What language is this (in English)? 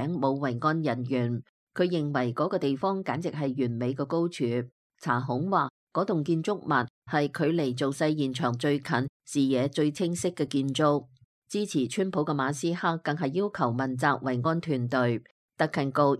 Cantonese